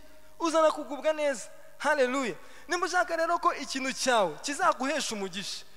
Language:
Kinyarwanda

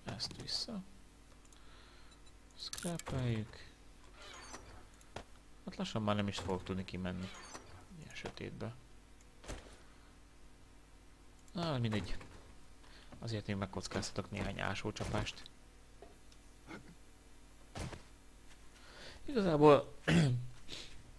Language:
Hungarian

